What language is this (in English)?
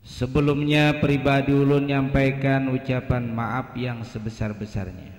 Banjar